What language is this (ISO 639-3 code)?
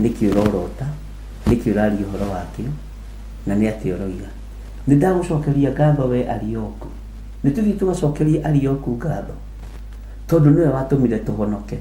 kik